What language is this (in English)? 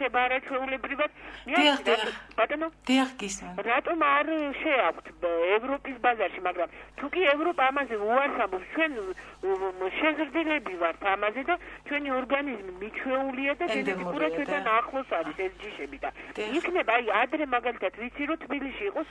Georgian